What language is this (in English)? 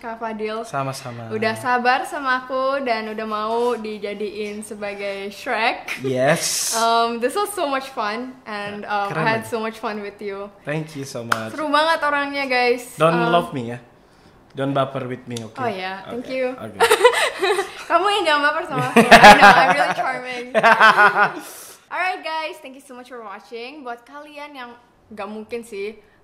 Indonesian